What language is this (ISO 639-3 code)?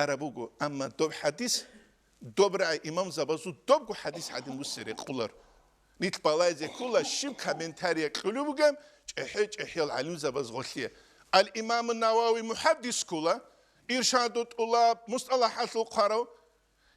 ava